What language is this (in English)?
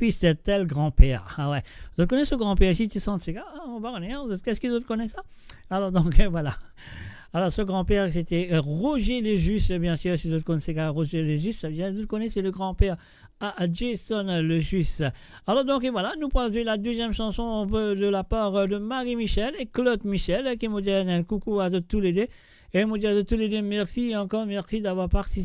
Morisyen